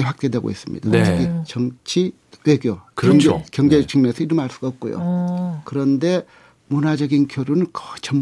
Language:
Korean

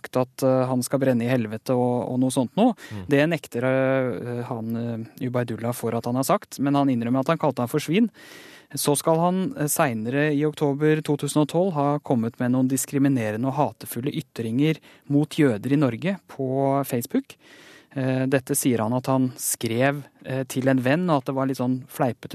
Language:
Norwegian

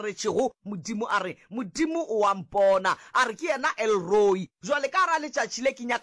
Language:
Northern Sotho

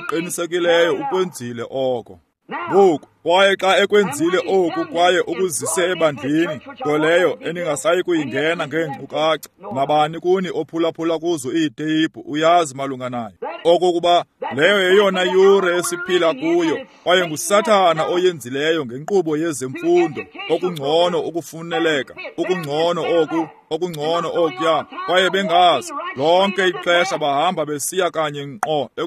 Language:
Xhosa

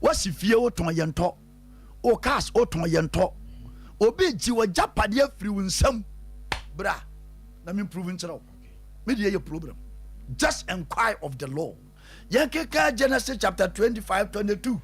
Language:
Akan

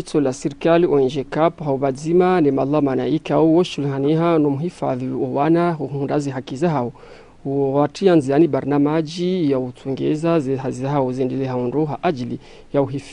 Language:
Ngazidja Comorian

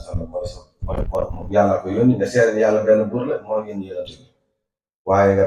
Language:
Wolof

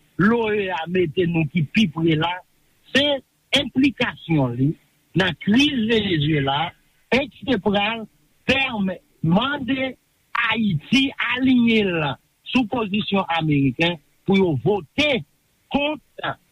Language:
Haitian Creole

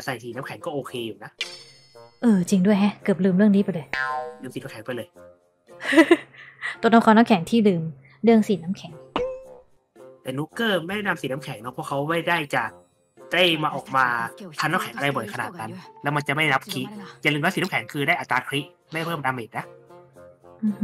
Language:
Thai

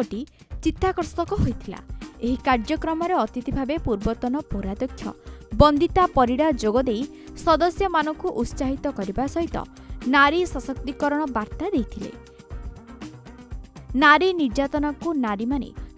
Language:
Odia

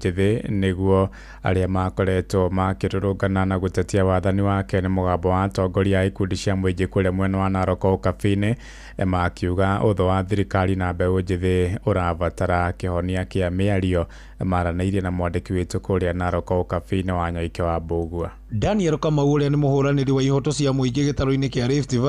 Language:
Kikuyu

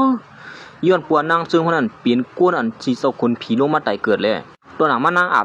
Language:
Shan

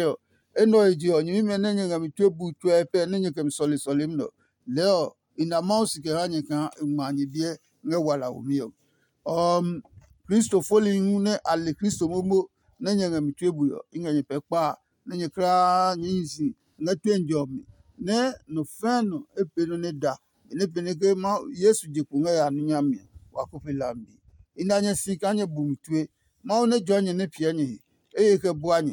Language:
Adangme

